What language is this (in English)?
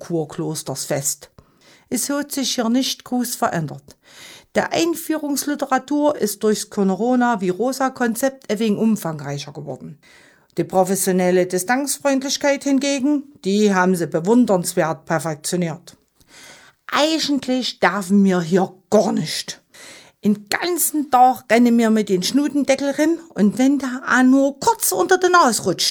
German